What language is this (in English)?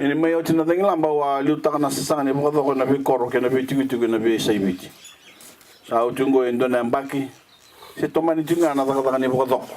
Fijian